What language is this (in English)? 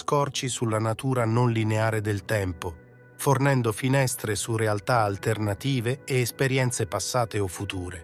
Italian